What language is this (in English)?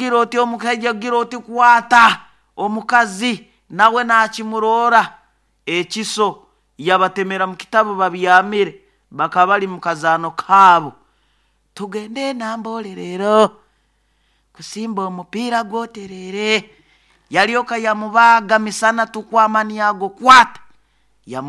Nyoro